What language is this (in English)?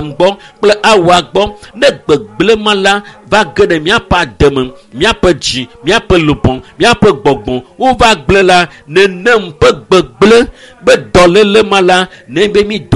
Ewe